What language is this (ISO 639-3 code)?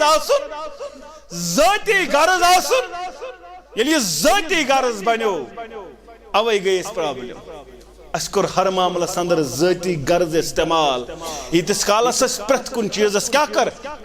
kas